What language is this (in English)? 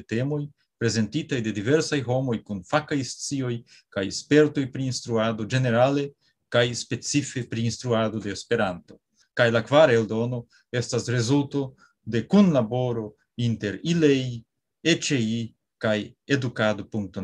Esperanto